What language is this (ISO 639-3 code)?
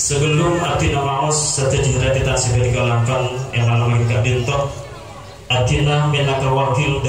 mad